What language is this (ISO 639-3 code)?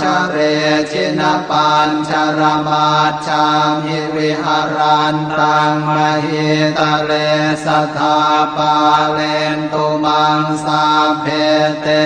pli